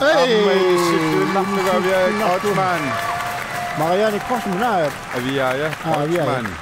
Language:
Kalaallisut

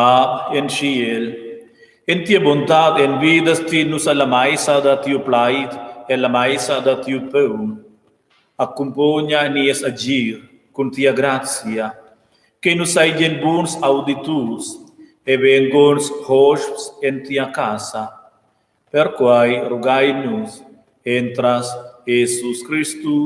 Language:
Romansh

